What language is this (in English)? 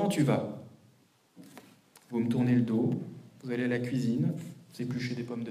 French